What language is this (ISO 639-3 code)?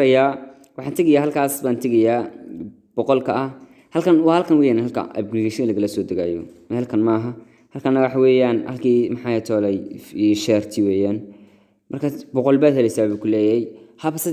som